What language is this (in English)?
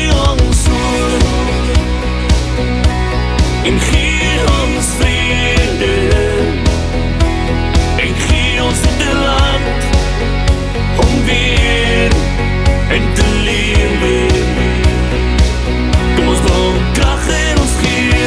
Afrikaans